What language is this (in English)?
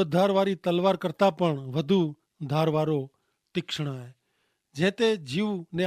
Kachhi